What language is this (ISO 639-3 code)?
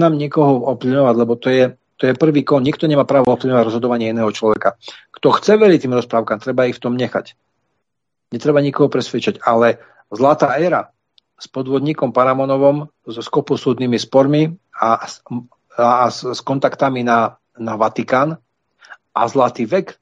slk